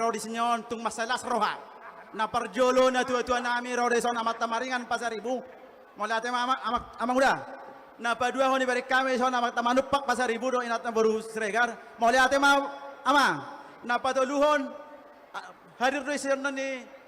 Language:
Batak Toba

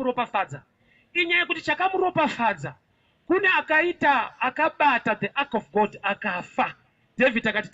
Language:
Shona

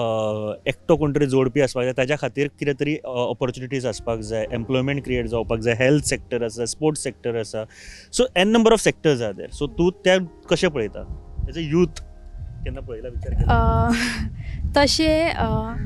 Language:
Konkani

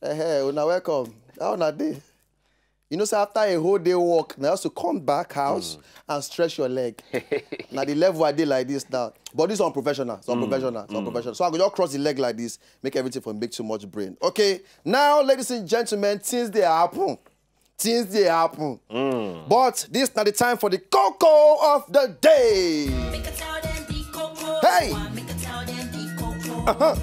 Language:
Nigerian Pidgin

